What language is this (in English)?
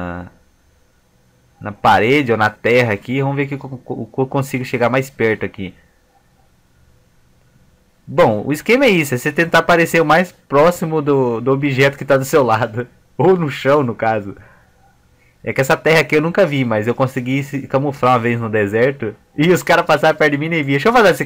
Portuguese